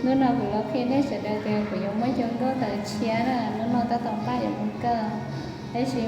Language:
Hmong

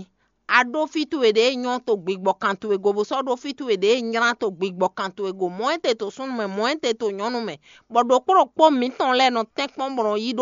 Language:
Fon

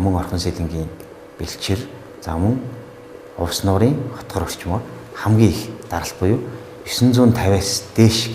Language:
Mongolian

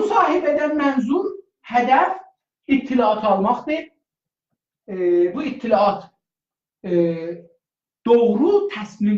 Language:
South Azerbaijani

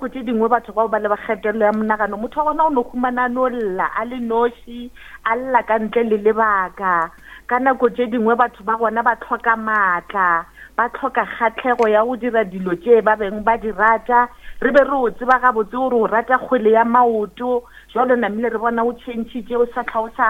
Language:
Northern Sotho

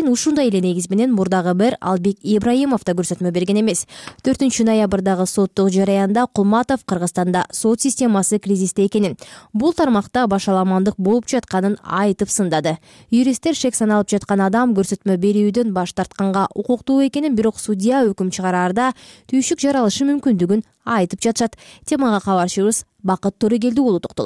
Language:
Kyrgyz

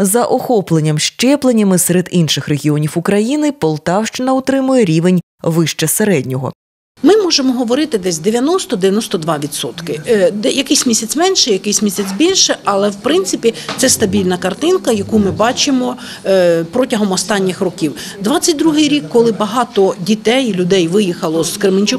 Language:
Ukrainian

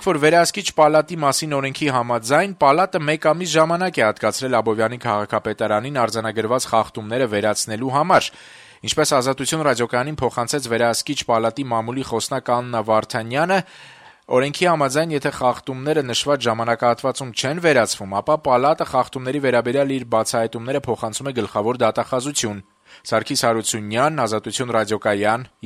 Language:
Armenian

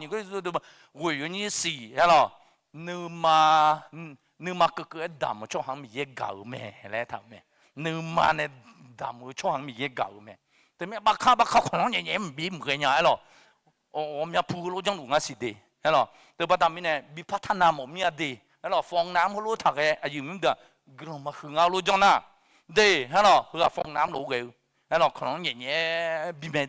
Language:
Akha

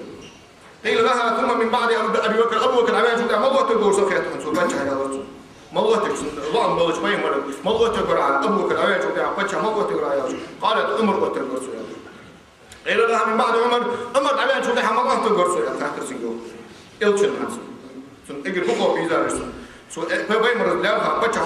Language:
Ingush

